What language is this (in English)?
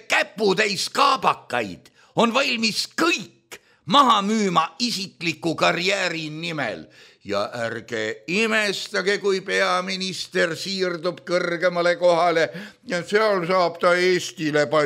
Estonian